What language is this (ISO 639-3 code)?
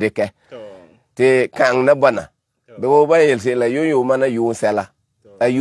gur